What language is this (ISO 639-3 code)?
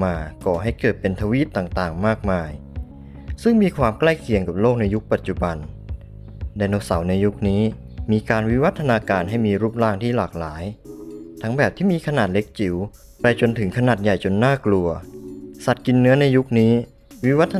tha